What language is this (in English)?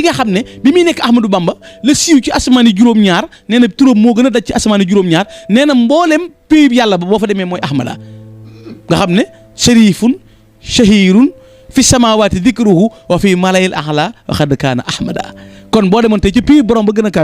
Wolof